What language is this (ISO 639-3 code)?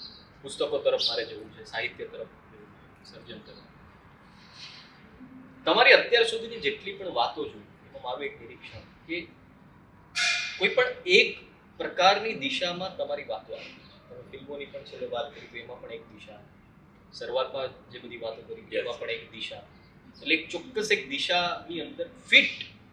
guj